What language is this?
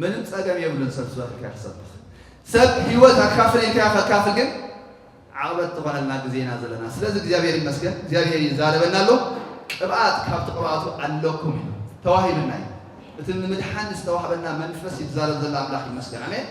Tigrinya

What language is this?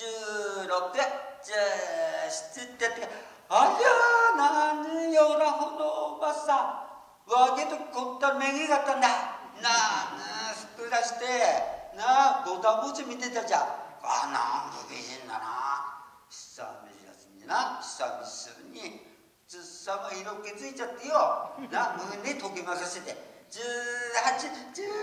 Japanese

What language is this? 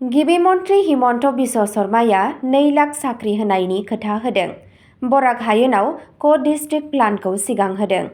Bodo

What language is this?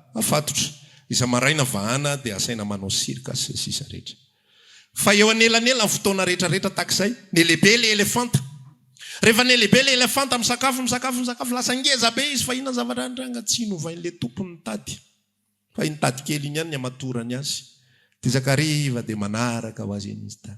Malagasy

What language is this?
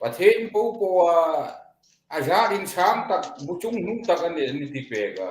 Hmar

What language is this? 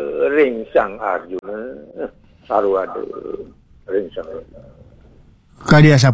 Balinese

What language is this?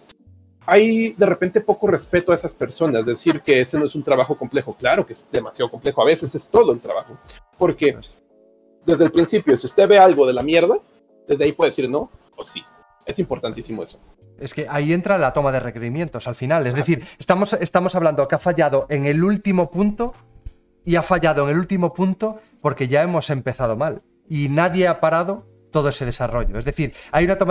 Spanish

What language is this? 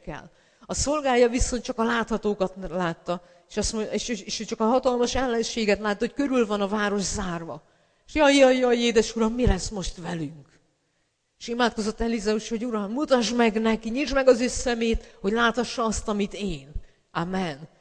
Hungarian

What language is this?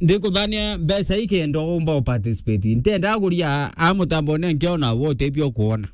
Meru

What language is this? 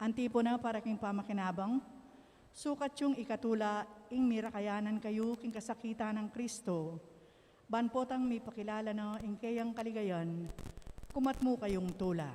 Pampanga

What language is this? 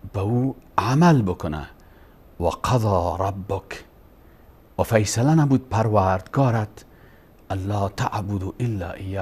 Persian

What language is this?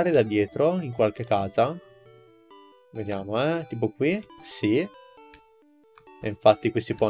Italian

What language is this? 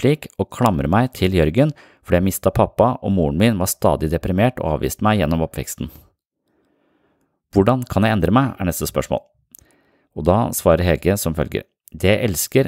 Norwegian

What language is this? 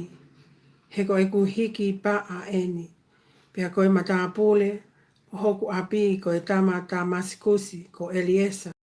Tongan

